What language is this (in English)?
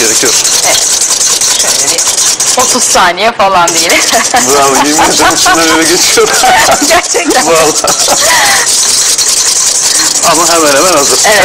Turkish